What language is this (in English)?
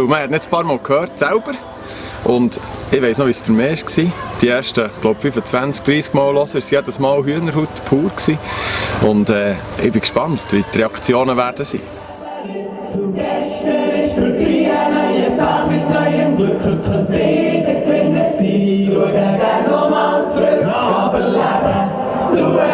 Swiss German